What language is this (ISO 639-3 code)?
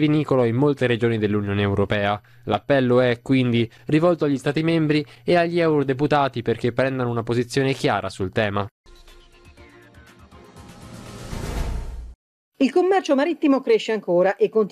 ita